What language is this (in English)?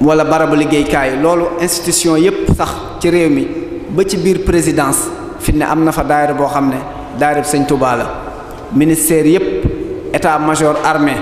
Wolof